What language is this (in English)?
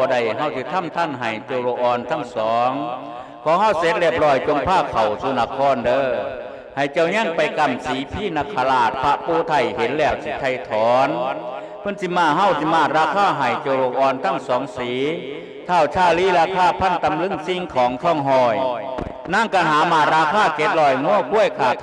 Lao